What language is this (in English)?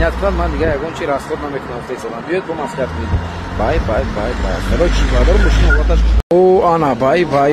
Tajik